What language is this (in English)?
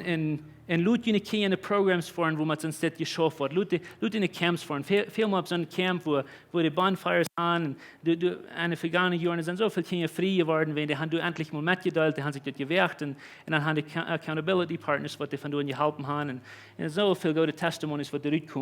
Plautdietsch